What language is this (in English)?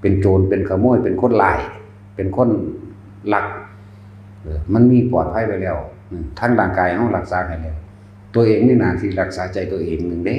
Northeastern Thai